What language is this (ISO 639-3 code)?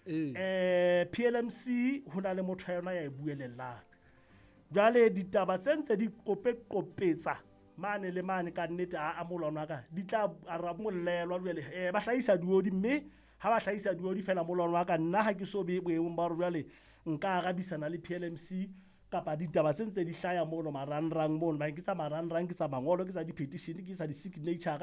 sot